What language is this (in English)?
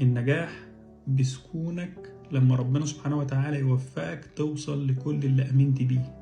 Egyptian Arabic